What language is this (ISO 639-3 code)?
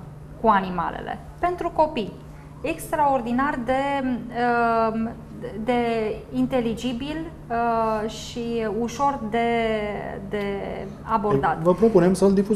ron